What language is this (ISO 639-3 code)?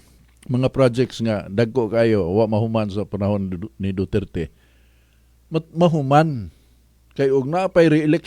ceb